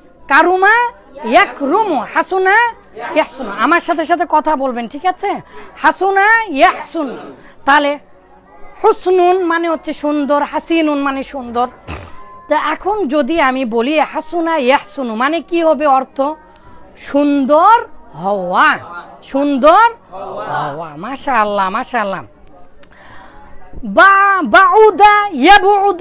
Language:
Bangla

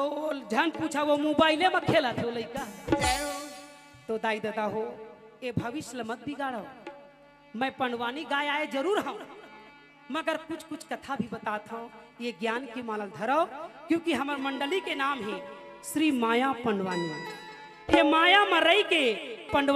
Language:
Chhattisgarhi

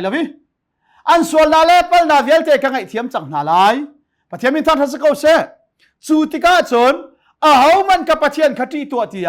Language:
Hakha Chin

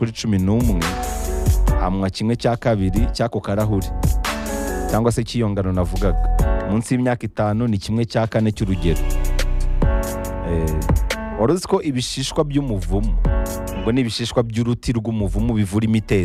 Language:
Kinyarwanda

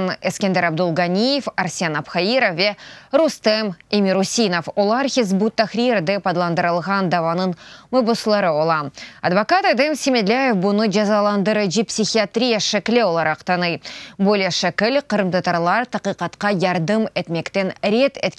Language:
Crimean Tatar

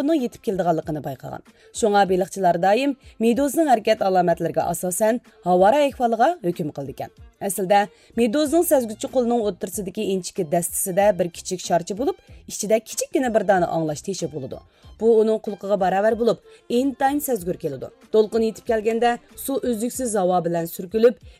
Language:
Uyghur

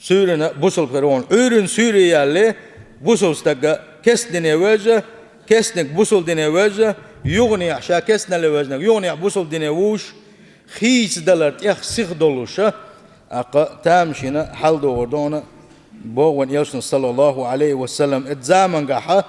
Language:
Chechen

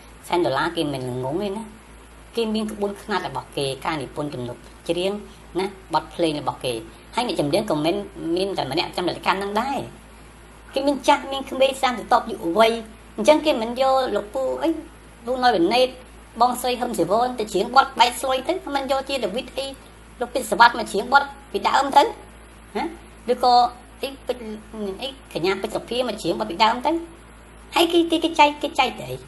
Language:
Khmer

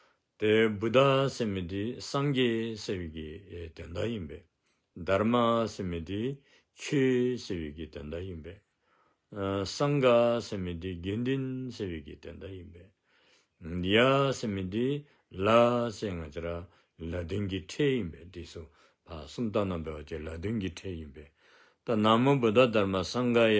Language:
Dzongkha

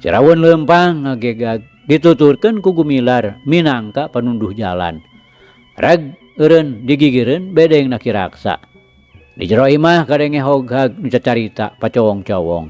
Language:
Sundanese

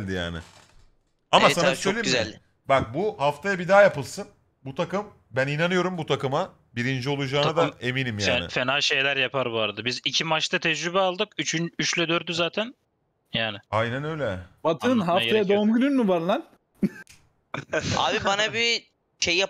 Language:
Turkish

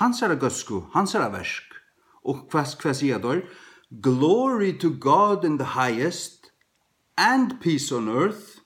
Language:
Faroese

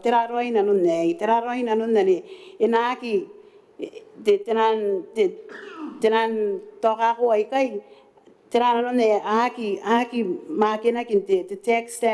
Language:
Gilbertese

